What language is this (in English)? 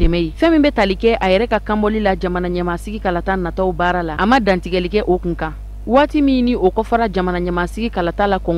Bambara